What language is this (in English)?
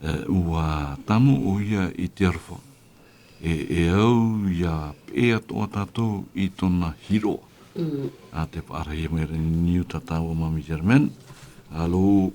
Tahitian